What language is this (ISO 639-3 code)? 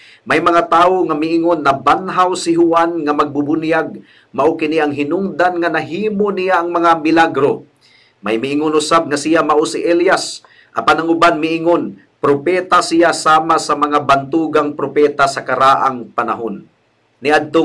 ceb